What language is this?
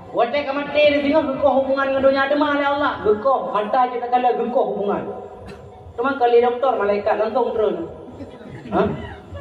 Achinese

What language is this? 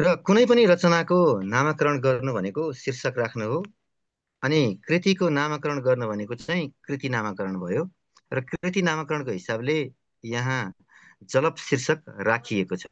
Nepali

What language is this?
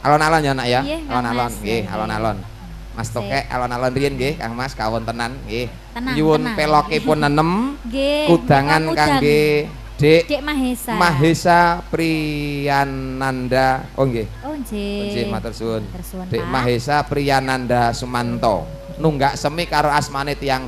Javanese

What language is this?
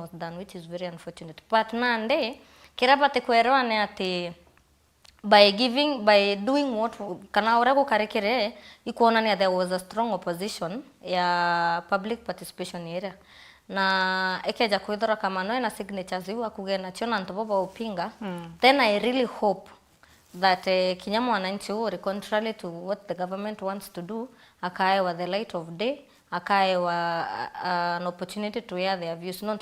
Meru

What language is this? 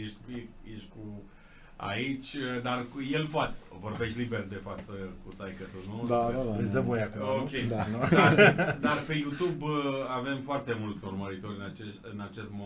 Romanian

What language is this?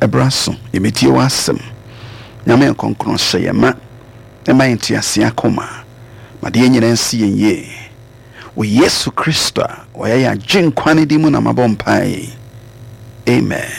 Akan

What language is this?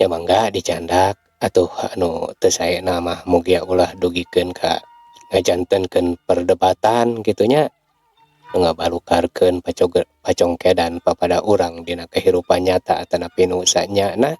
Sundanese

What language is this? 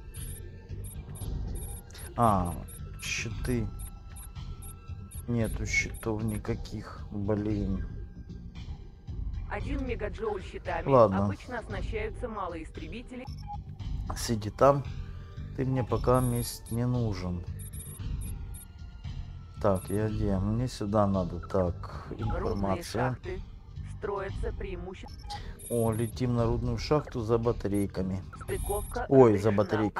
Russian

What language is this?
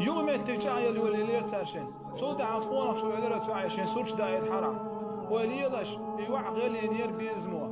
Chechen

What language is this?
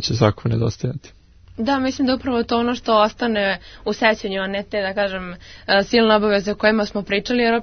Serbian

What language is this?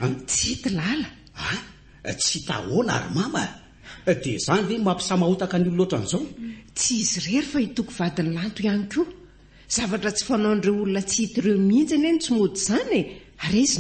Malagasy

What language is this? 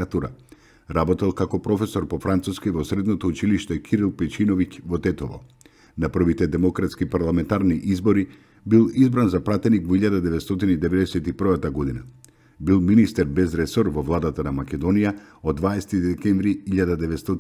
Macedonian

